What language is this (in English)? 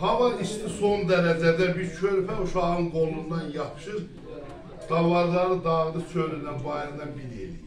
South Azerbaijani